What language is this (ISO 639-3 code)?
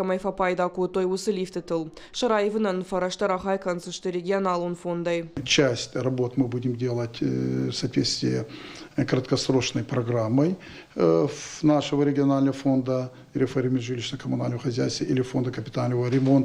oss